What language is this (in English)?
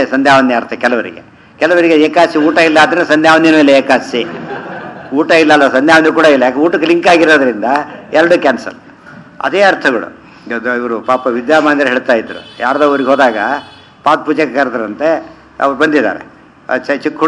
Kannada